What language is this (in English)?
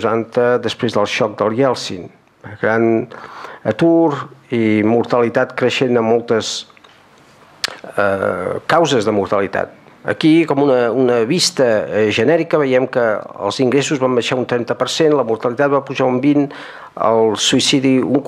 Catalan